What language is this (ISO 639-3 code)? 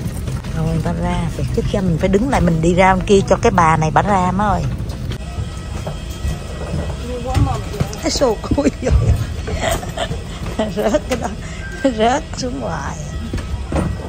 vie